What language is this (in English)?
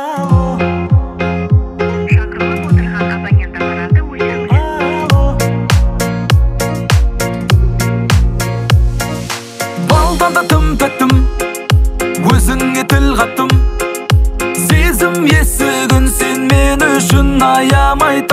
Kazakh